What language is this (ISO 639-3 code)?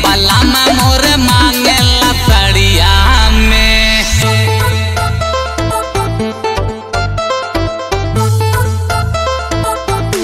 bho